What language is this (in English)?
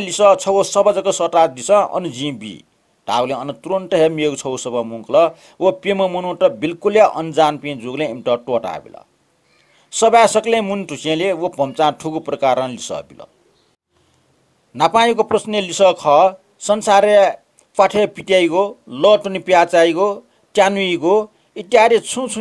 Newari